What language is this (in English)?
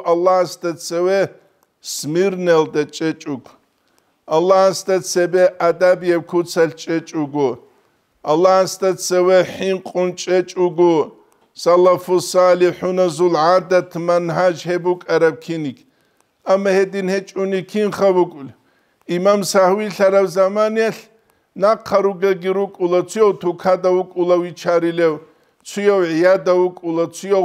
Avaric